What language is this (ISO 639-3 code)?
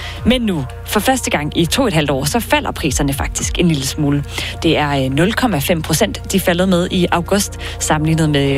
dan